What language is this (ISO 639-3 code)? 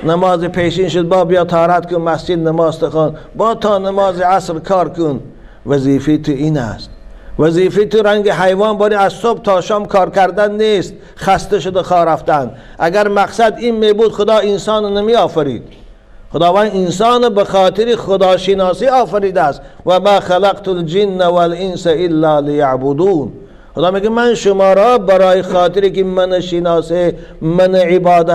tgk